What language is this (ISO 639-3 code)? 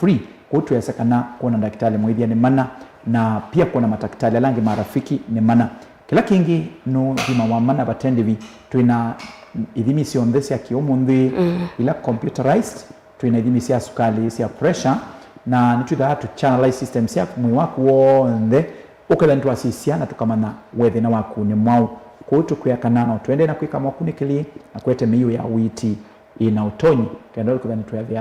kam